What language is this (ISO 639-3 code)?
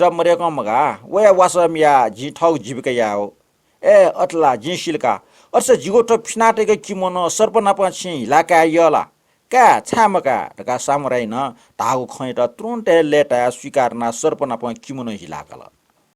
new